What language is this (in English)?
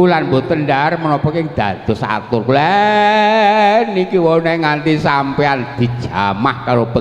Javanese